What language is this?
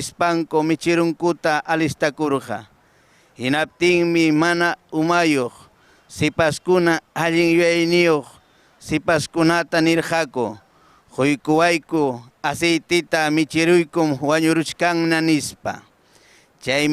Ayacucho Quechua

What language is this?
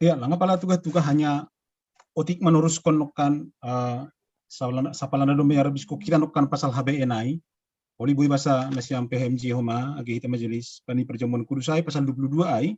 Batak Simalungun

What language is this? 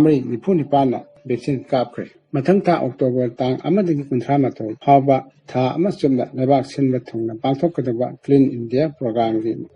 Manipuri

